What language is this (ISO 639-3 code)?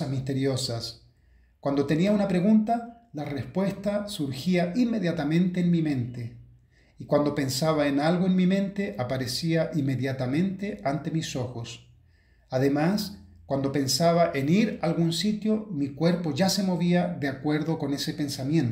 spa